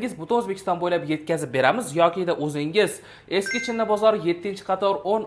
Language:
Uzbek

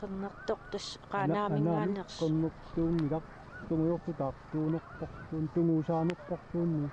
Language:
Kalaallisut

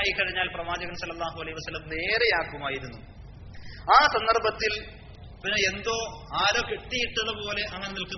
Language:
Malayalam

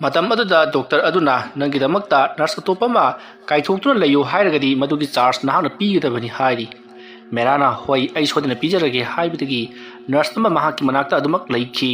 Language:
Manipuri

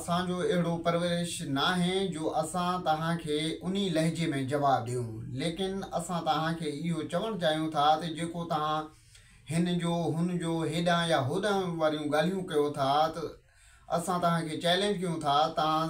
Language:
Sindhi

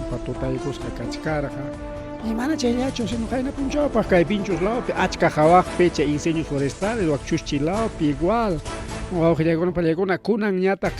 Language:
Ayacucho Quechua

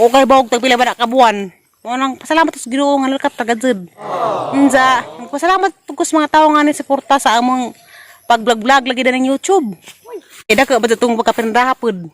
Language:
Cebuano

